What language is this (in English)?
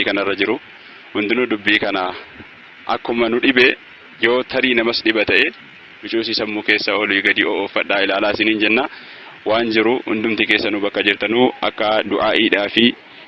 Oromo